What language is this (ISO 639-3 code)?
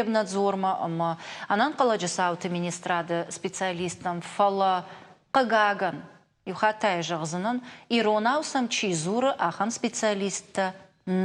oss